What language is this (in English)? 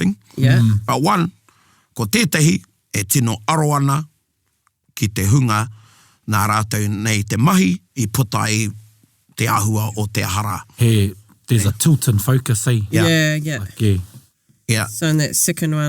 Māori